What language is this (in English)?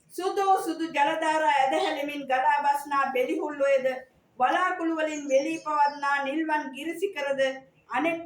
Sinhala